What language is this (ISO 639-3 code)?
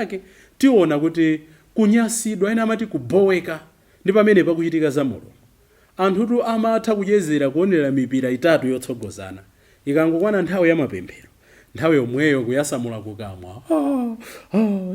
nya